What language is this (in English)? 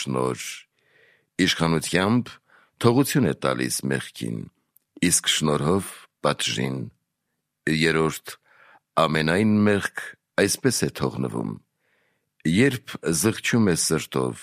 Armenian